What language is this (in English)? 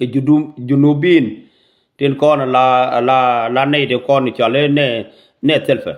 Nuer